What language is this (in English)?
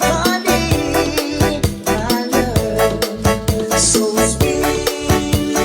Hiligaynon